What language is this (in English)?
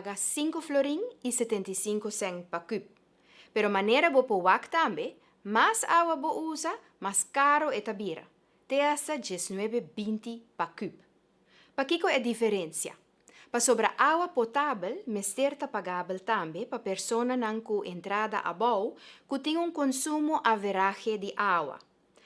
Papiamento